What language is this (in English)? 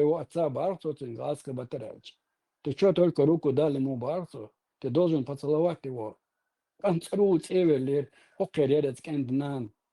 Chechen